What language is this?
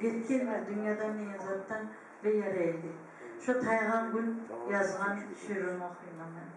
Kumyk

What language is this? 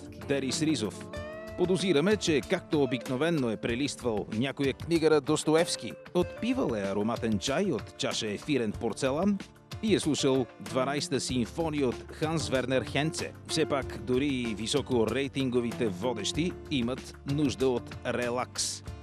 Bulgarian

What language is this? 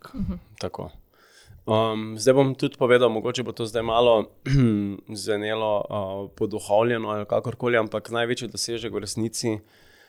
Slovenian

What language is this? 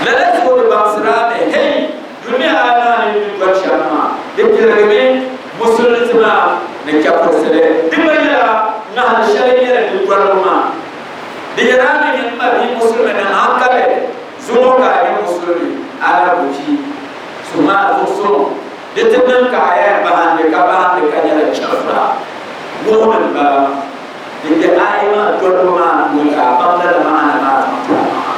Dagbani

